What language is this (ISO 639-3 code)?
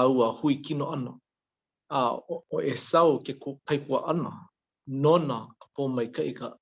haw